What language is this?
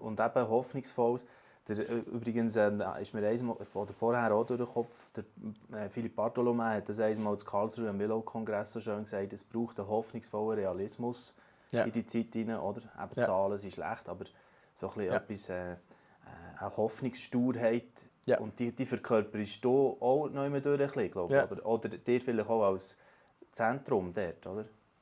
Swiss German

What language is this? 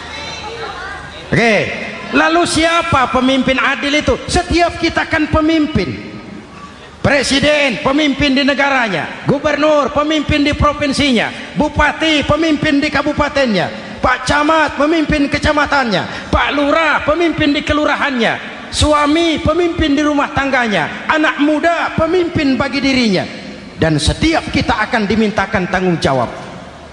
Indonesian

